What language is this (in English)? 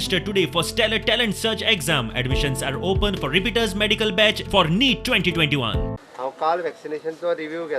Konkani